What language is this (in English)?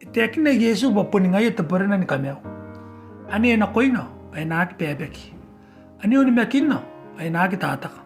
Gilbertese